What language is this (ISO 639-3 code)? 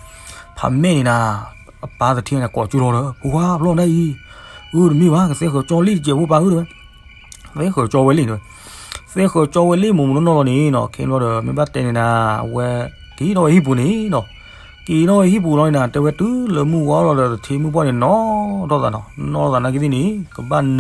ksw